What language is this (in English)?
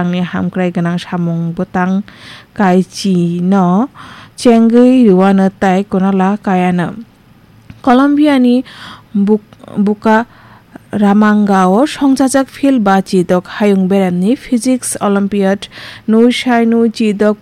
Kok Borok